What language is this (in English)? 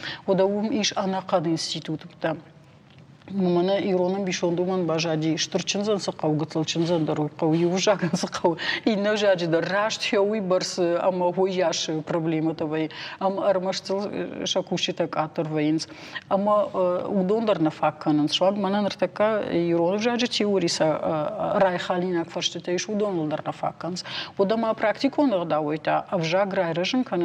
Ossetic